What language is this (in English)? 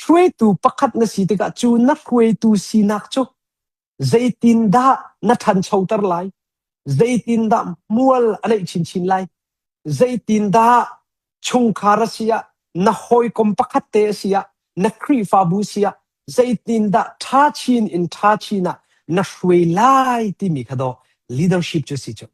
Hakha Chin